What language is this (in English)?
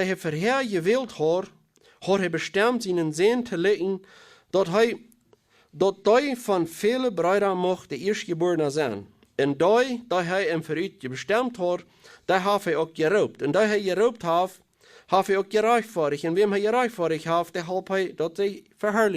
Plautdietsch